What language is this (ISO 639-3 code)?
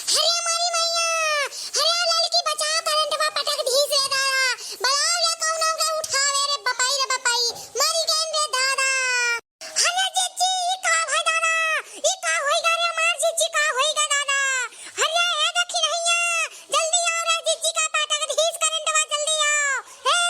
awa